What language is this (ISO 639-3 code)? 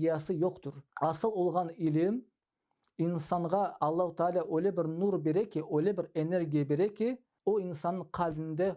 crh